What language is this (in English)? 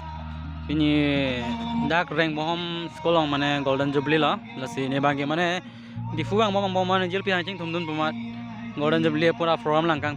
Karbi